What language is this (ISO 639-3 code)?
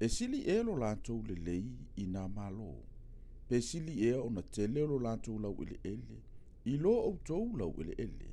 smo